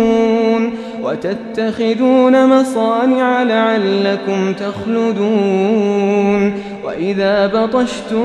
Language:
Arabic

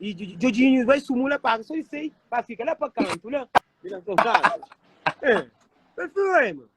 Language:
Kabuverdianu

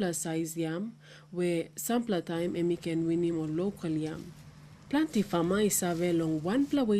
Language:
Tok Pisin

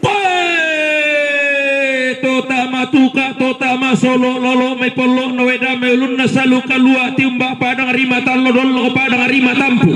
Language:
Toraja-Sa'dan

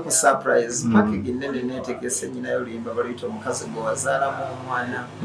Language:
Ganda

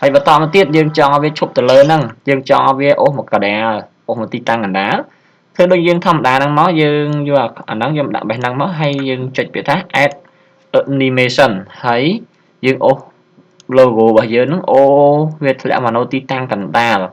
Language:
Khmer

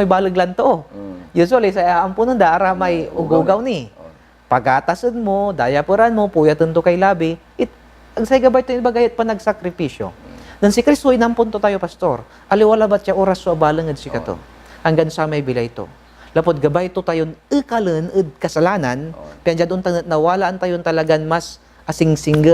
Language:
Pangasinan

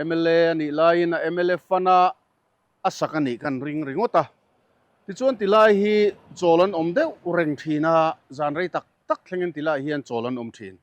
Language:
Mizo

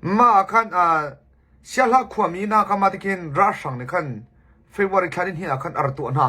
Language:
Hakha Chin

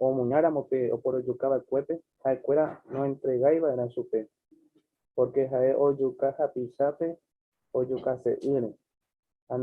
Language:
Guarani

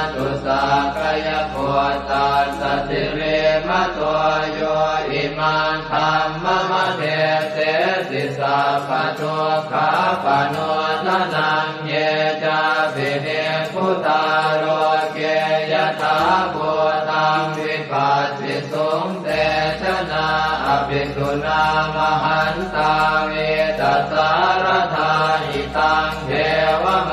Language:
Pali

